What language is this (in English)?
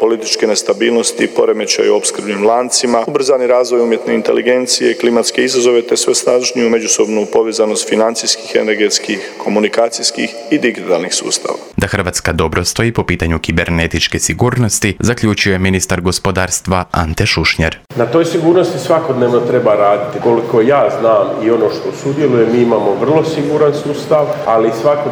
Croatian